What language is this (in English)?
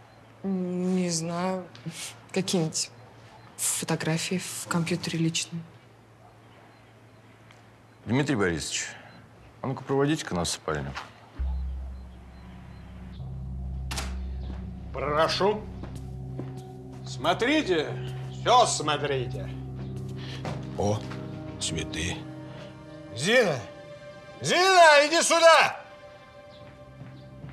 Russian